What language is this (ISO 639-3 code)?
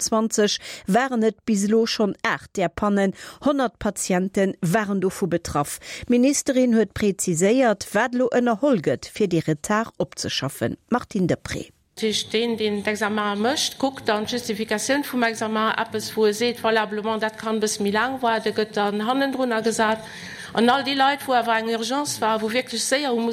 ltz